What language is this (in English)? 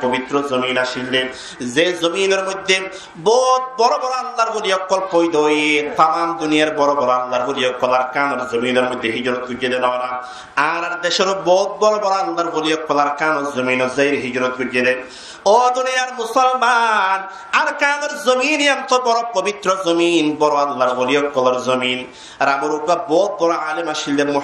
Rohingya